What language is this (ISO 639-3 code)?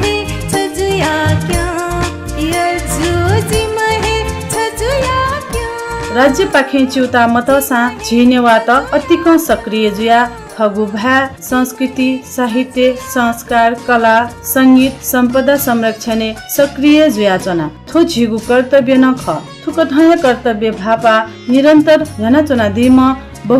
new